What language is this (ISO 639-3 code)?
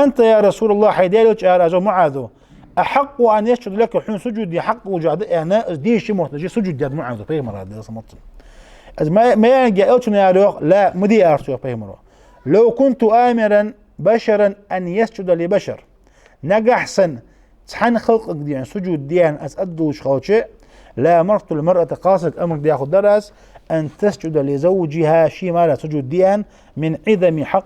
inh